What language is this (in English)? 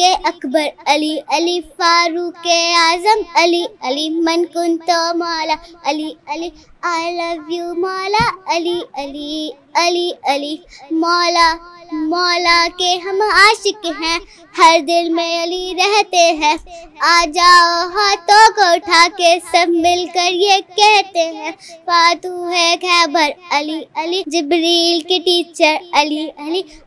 Urdu